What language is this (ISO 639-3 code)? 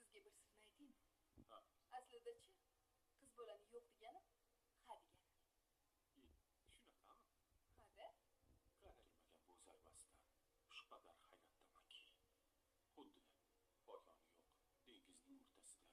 uzb